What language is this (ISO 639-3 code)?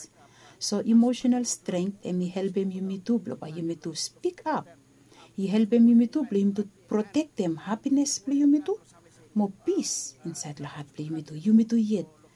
bis